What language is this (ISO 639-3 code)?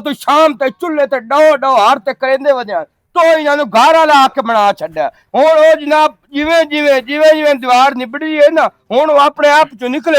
lah